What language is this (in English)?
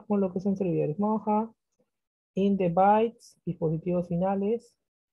Spanish